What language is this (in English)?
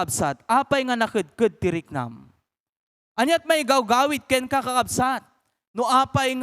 Iloko